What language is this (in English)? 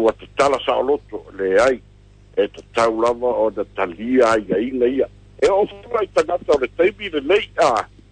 Samoan